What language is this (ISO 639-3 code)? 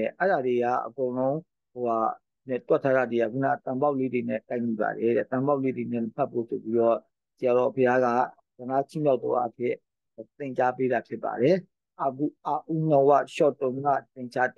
mya